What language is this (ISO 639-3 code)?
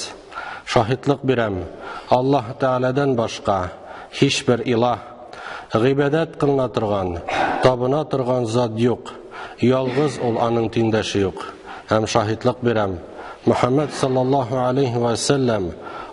tat